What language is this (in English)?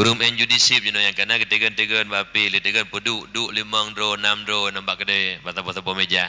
Achinese